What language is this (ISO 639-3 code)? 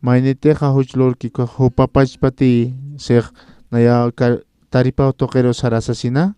aym